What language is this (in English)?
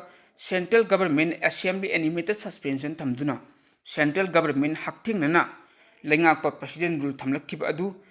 Manipuri